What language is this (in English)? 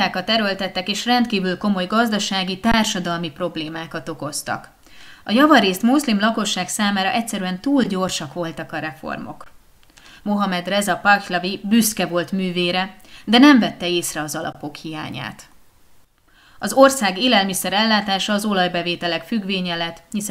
Hungarian